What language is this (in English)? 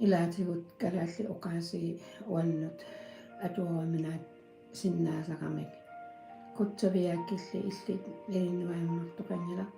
Kalaallisut